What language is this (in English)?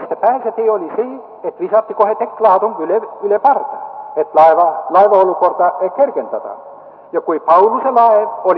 Estonian